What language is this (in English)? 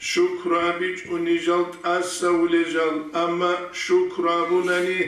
Avaric